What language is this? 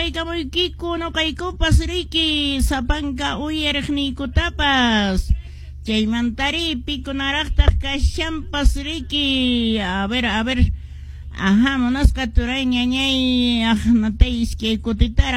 Quechua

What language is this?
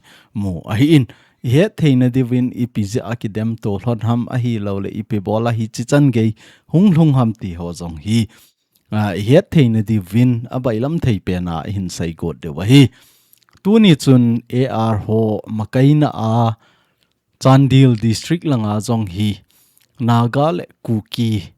Thado Chin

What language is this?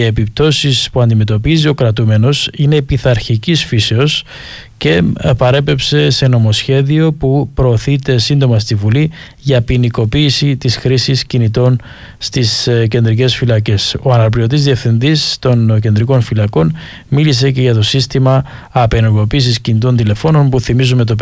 Greek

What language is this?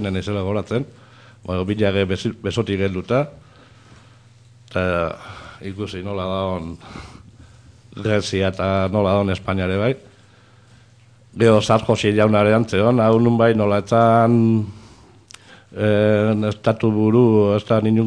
Basque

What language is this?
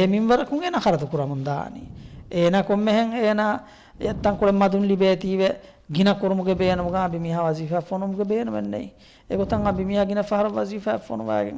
Divehi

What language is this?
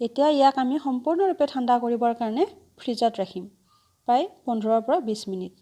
Assamese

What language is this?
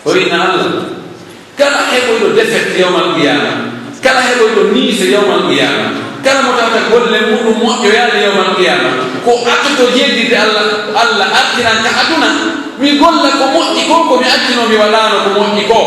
Pular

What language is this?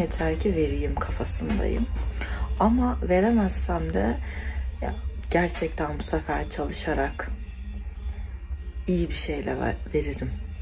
Turkish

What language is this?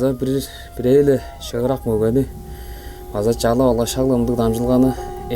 Tuvinian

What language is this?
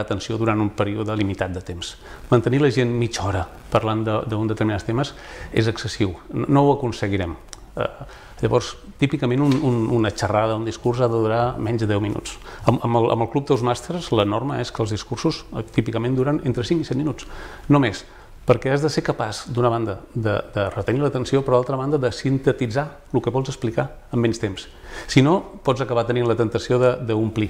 Catalan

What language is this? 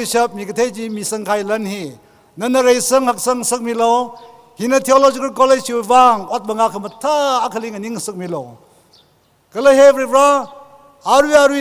Tangkhul Naga (India)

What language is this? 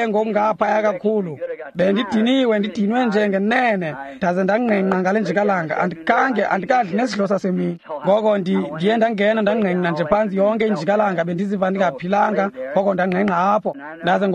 Xhosa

